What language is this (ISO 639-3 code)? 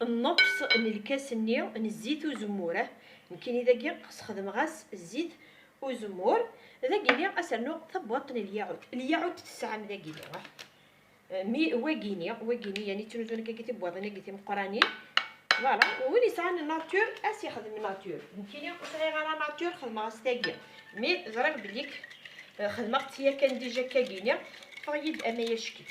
kab